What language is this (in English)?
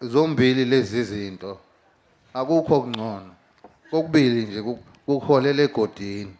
Zulu